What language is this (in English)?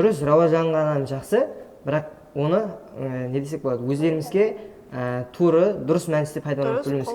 Kara-Kalpak